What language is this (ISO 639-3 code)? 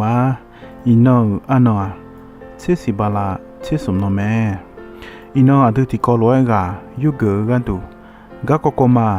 ahk